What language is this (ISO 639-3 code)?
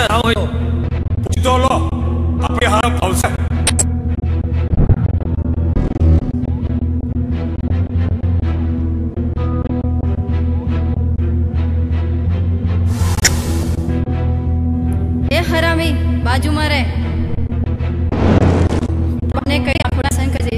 guj